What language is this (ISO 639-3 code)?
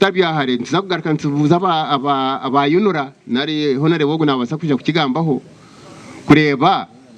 nyn